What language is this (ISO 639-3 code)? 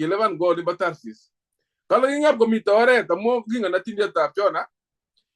kln